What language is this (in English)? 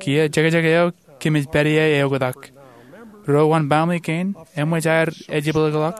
Marshallese